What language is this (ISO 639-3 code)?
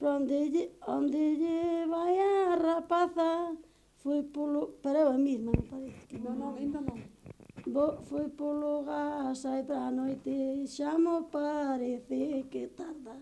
glg